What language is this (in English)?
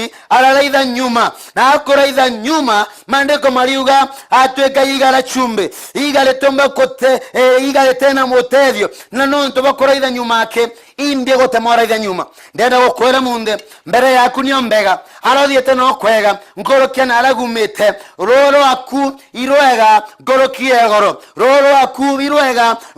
Meru